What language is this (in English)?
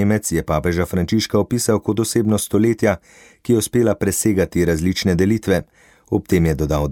Slovenian